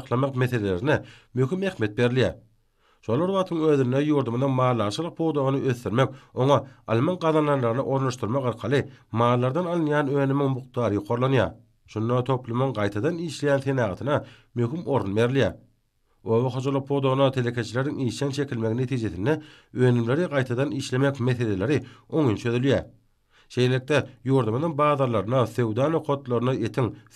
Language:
Turkmen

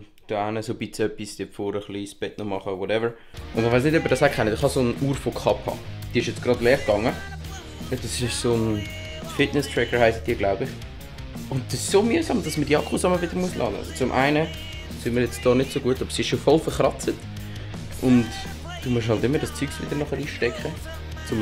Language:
Swiss German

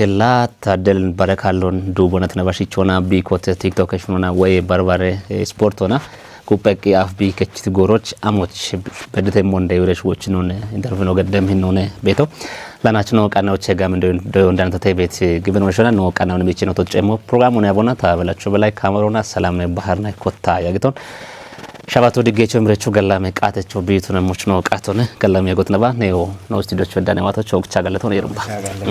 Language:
Kafa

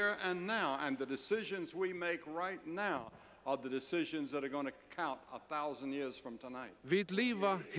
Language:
Faroese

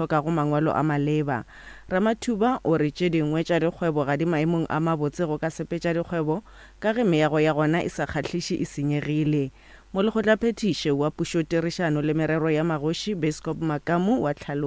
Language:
Northern Sotho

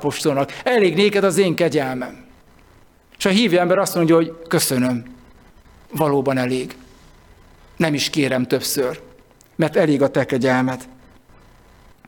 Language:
Hungarian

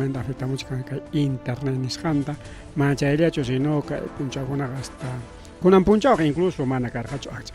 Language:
Ayacucho Quechua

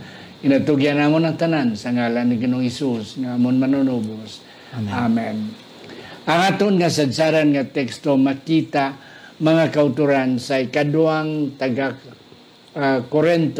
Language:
Hiligaynon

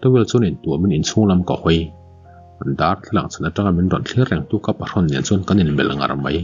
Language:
Mizo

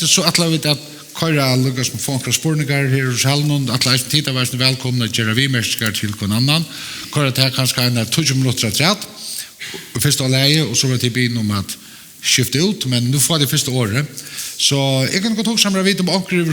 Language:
Faroese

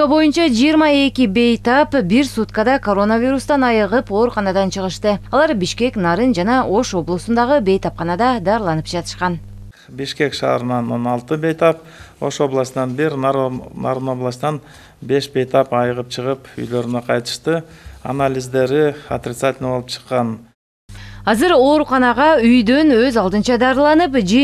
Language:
Kyrgyz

